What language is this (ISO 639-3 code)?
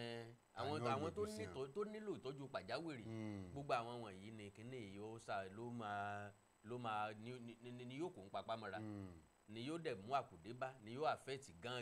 yor